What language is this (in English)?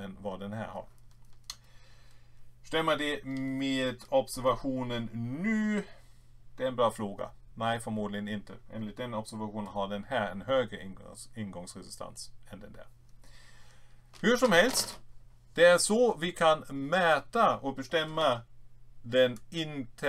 Swedish